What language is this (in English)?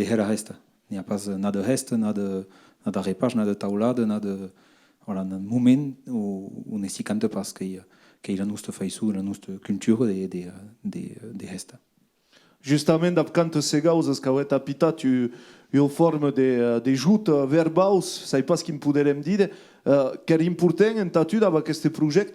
Occitan